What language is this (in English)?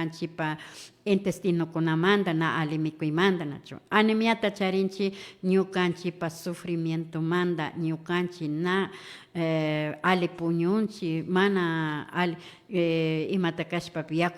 Imbabura Highland Quichua